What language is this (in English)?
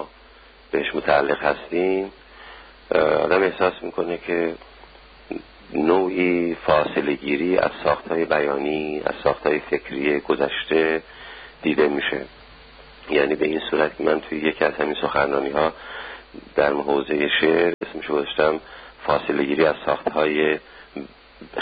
Persian